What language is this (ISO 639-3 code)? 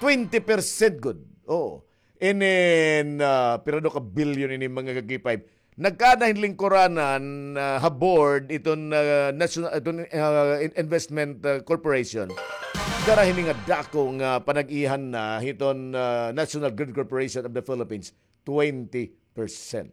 war